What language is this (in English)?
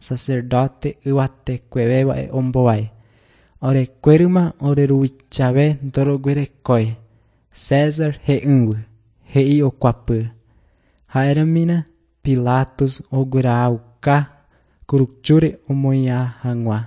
Guarani